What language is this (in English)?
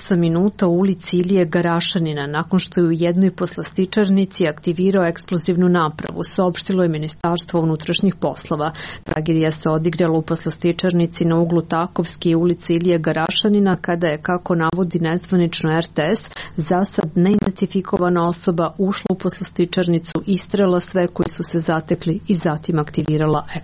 Serbian